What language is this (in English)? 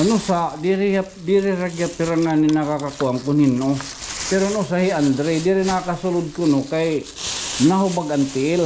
Waray